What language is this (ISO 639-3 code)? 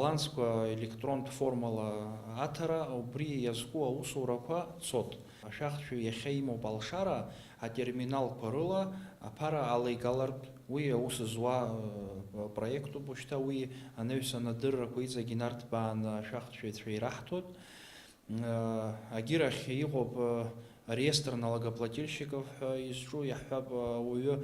abk